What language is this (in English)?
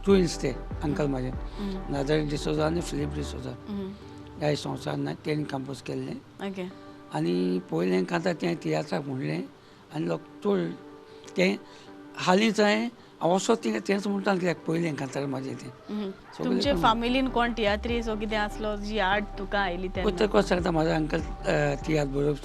Konkani